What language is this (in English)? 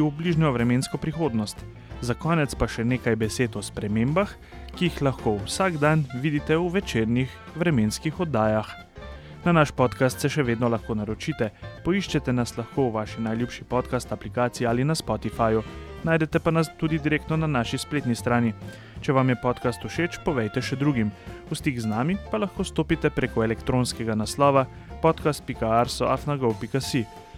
Slovenian